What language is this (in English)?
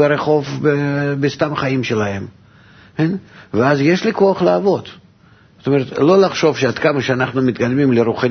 Hebrew